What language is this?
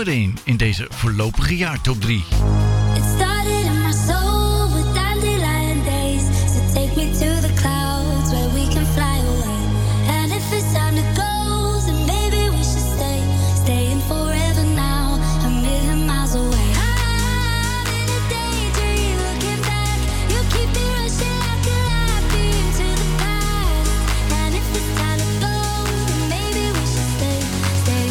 Dutch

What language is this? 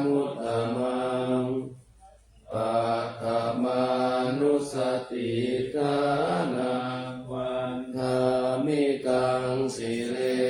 Pali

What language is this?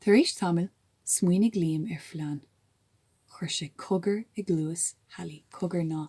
Irish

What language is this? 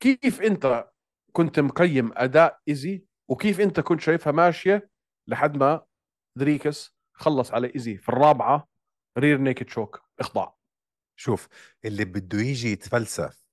North Levantine Arabic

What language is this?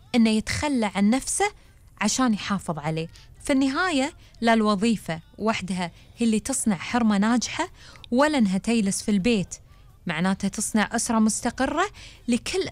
Gulf Arabic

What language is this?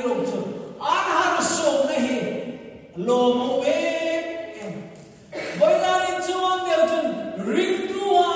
Hmar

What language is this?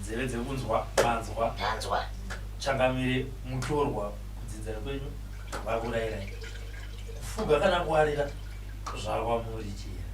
Shona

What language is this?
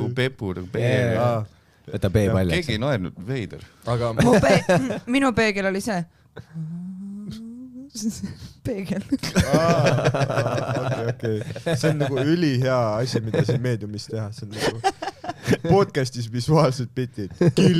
Estonian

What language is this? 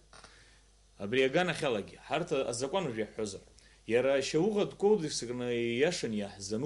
Abkhazian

